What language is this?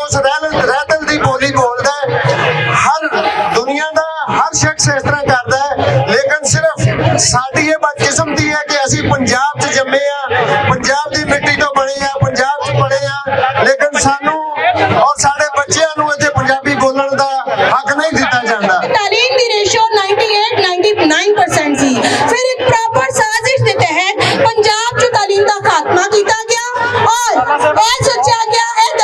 Western Panjabi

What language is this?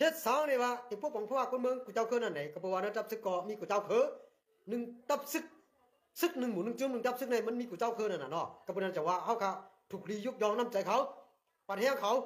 Shan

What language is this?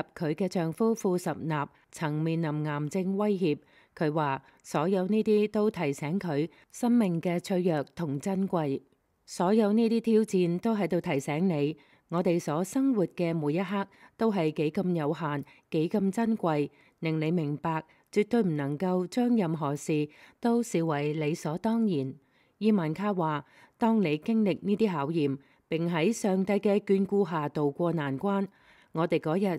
Cantonese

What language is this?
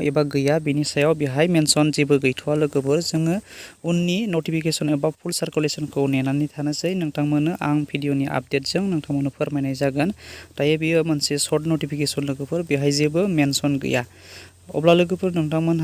Bodo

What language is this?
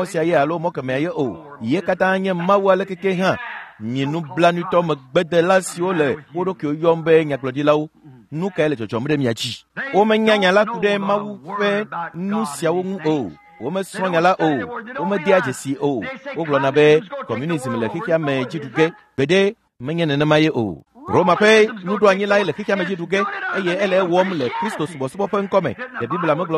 Ewe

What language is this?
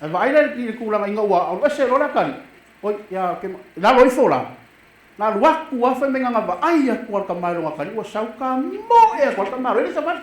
Samoan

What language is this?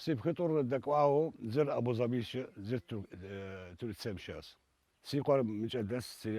Kabardian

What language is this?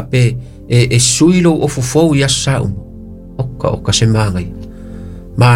Samoan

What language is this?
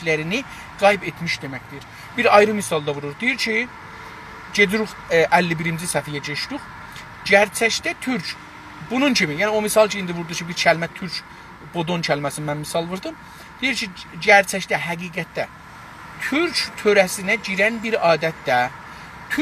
South Azerbaijani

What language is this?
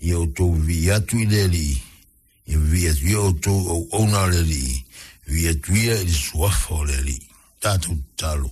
Samoan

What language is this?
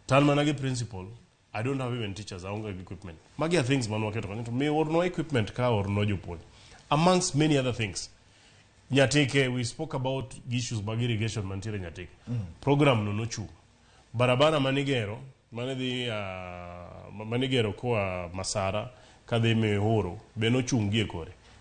Luo (Kenya and Tanzania)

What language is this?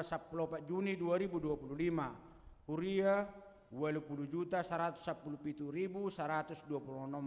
Batak Toba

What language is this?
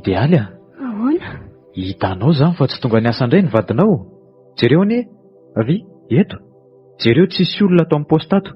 Malagasy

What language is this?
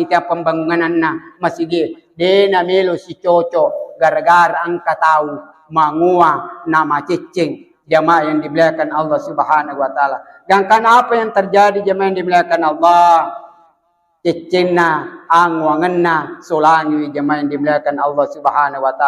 Buginese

